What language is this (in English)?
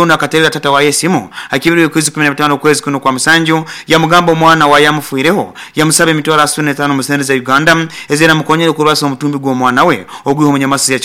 Nyoro